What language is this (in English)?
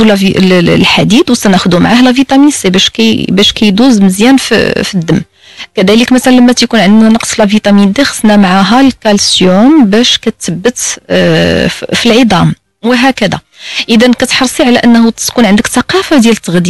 Moroccan Arabic